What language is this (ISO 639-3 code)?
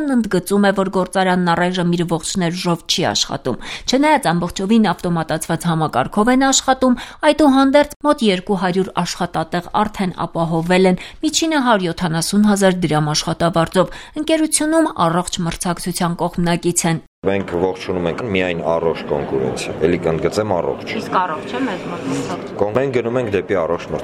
hye